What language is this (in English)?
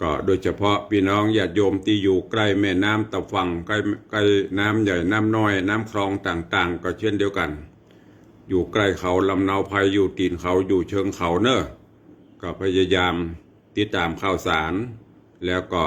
Northern Thai